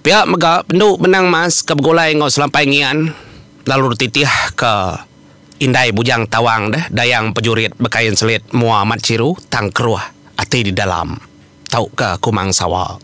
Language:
Iban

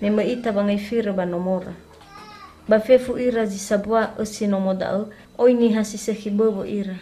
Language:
Nias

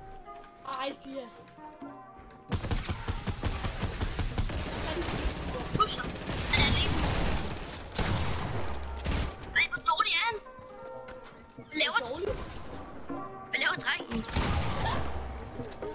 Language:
Danish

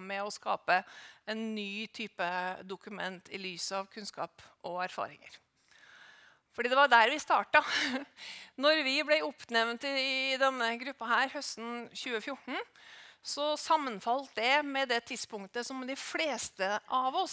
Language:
Norwegian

